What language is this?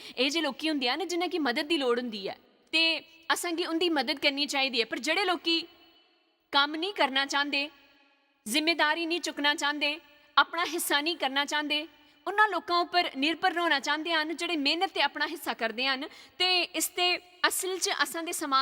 Dogri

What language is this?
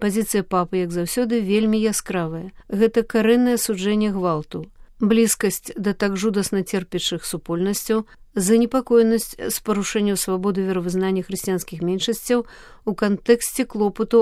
Belarusian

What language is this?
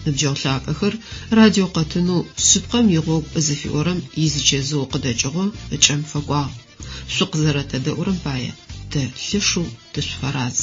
Adyghe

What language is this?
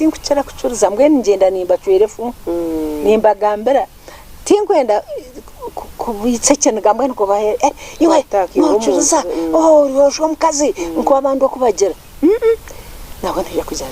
Nyankole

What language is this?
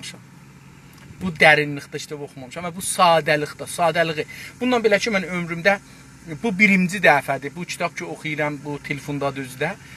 South Azerbaijani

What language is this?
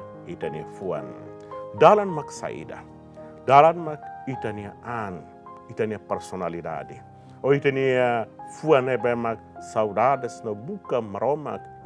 Tetum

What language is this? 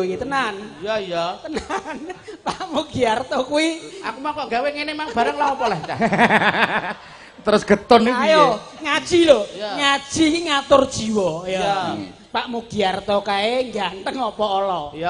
Javanese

